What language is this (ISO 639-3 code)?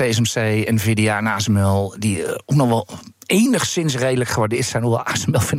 nld